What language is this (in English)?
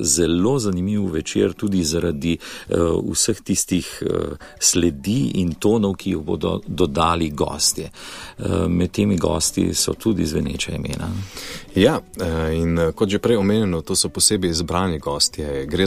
Slovenian